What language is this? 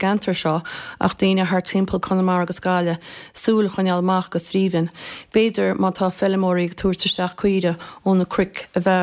Irish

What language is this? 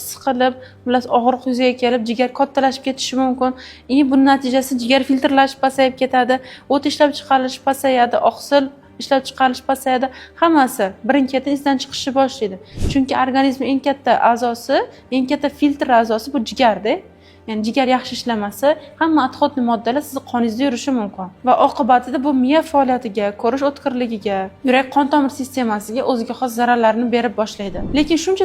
Uzbek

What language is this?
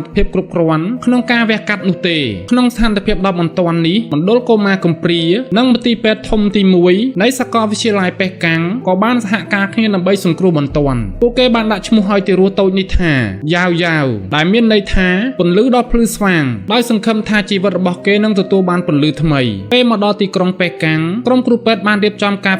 Khmer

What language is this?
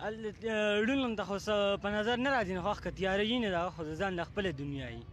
Pashto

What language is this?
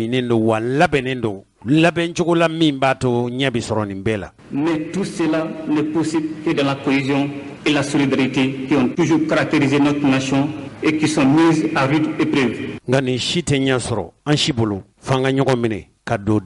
Bambara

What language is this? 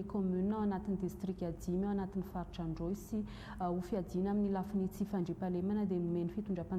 Malagasy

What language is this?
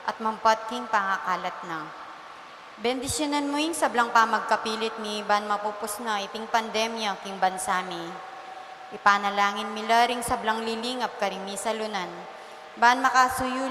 Pampanga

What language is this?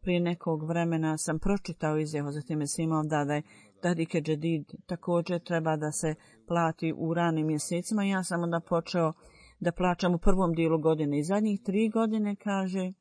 Bosnian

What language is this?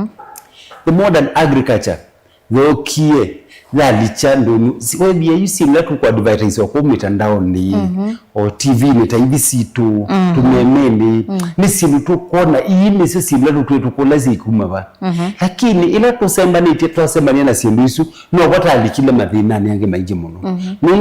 Kamba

